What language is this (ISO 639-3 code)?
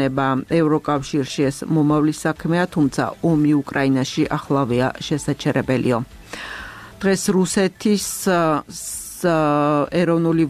kat